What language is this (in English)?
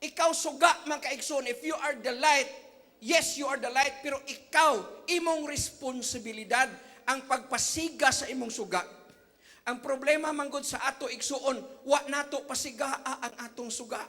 Cebuano